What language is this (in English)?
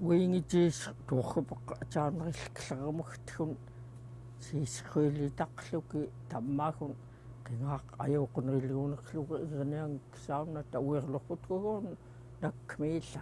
Central Yupik